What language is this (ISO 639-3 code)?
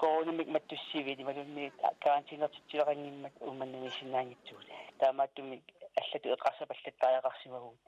kal